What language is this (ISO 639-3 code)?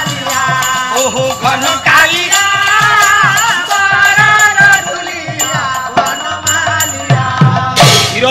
ori